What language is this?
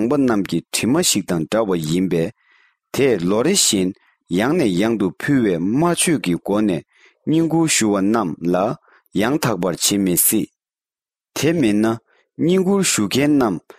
Tibetan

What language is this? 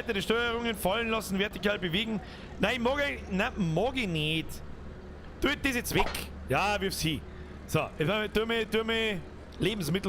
Bavarian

